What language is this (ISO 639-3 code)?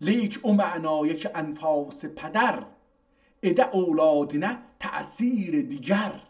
azb